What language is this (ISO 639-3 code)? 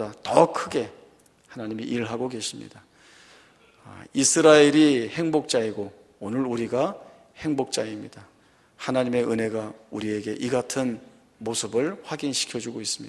kor